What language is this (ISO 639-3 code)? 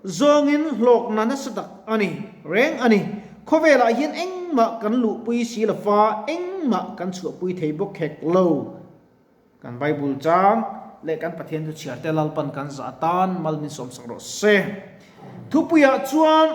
lus